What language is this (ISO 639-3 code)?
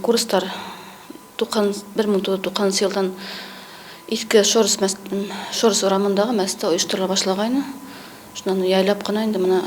bak